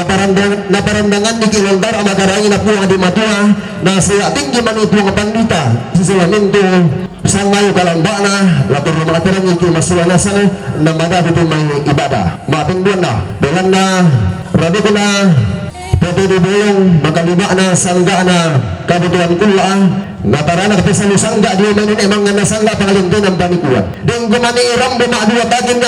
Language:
Toraja-Sa'dan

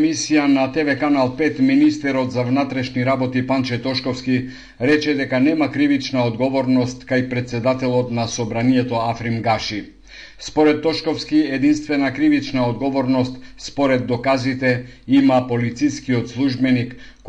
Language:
Macedonian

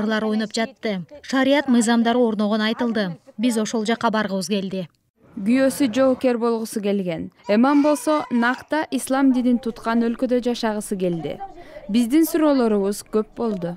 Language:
Kyrgyz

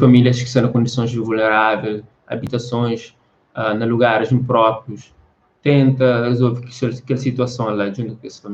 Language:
Kabuverdianu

